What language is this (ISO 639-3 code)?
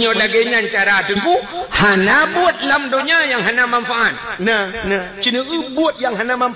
ace